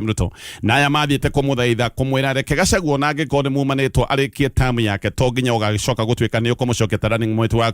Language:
Kikuyu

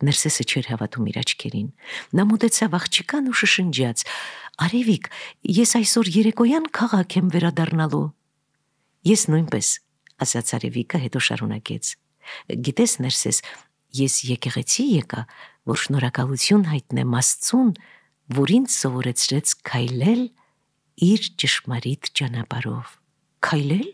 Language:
Armenian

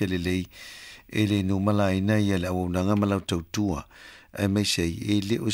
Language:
Samoan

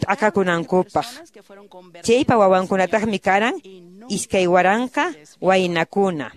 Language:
Quechua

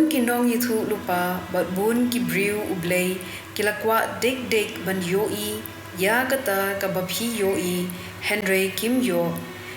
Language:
Khasi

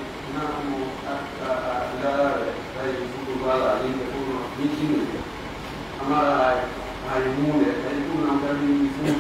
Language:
Pular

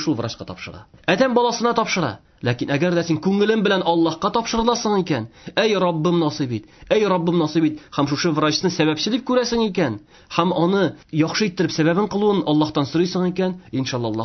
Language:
Tatar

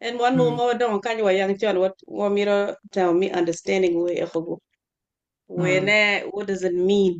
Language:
Acoli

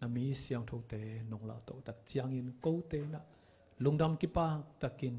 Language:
Tedim Chin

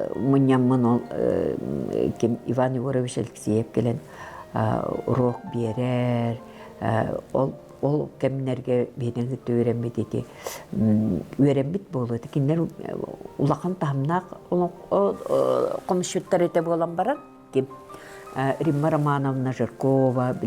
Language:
Yakut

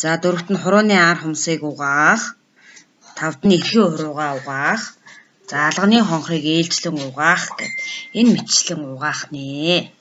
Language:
Mongolian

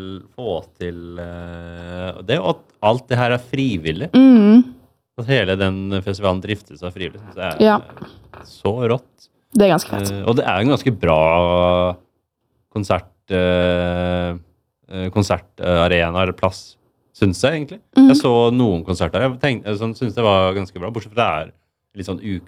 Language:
Norwegian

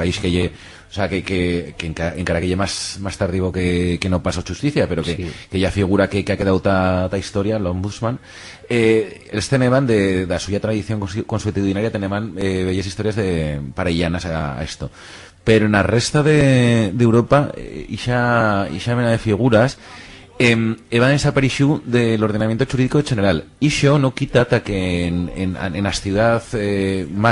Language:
Aragonese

